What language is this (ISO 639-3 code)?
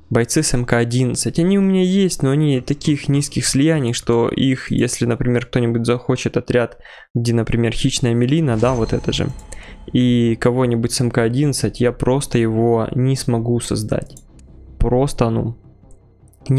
rus